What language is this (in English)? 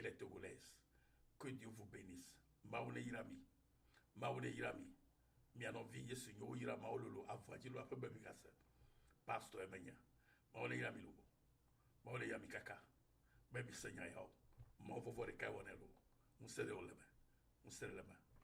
Ewe